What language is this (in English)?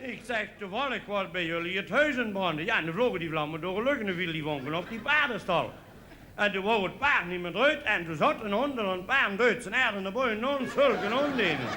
Limburgish